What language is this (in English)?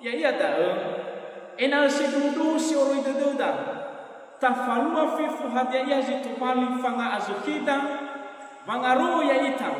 Nias